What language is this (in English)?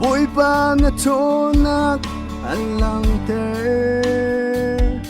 Hakha Chin